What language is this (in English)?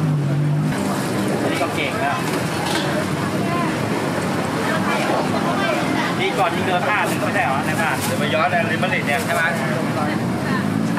Thai